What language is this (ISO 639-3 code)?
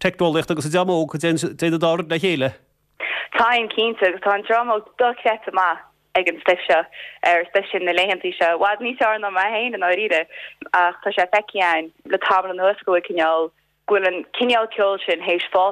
gle